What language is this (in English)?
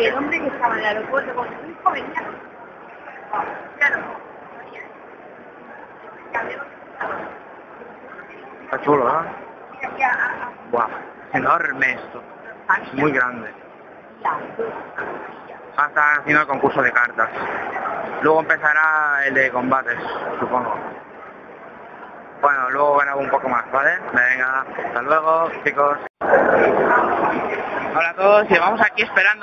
Spanish